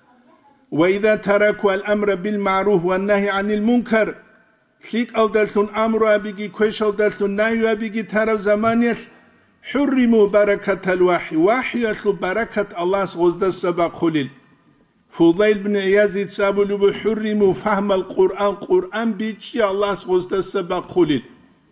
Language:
Avaric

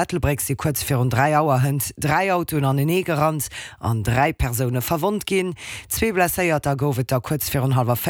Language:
Luxembourgish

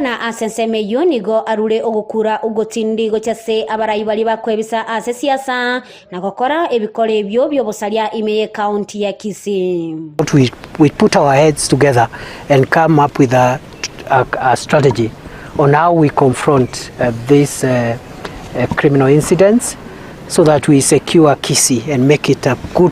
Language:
Gusii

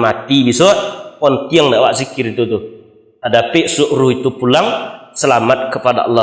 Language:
Minangkabau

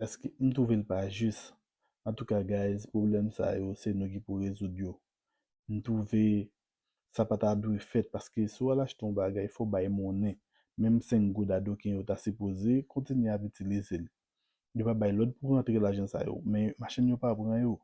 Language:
Haitian Creole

